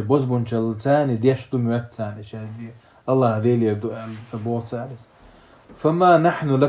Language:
Chechen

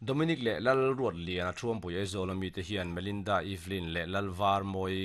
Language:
Mizo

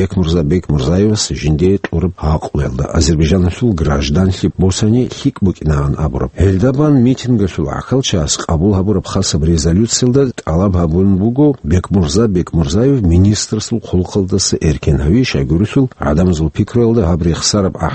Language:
Avaric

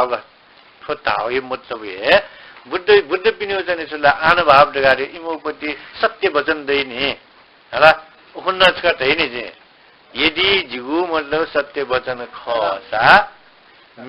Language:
Newari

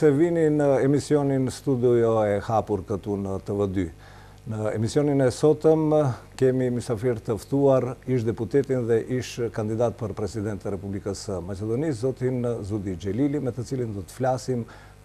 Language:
Albanian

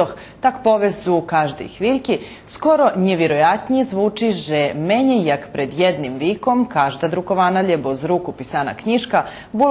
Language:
Rusyn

